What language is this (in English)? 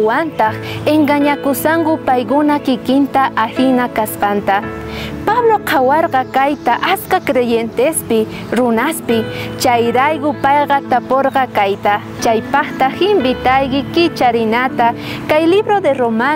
South Bolivian Quechua